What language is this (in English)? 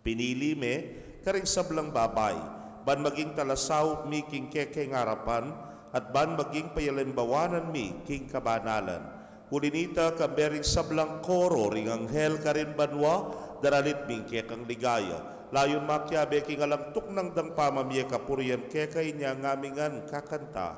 Pampanga